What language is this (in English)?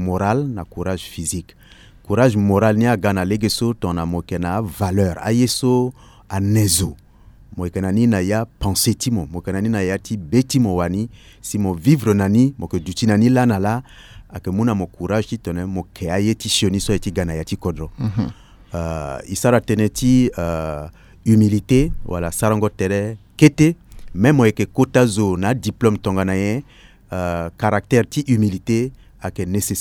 Sango